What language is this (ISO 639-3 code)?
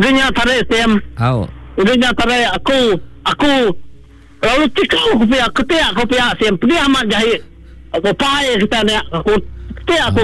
iba